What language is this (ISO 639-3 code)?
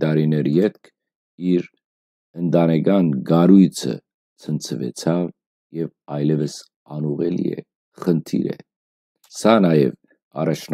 hyw